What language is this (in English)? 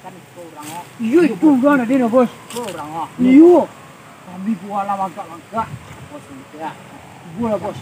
Minangkabau